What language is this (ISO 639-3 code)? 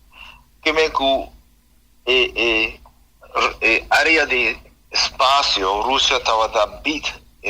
pap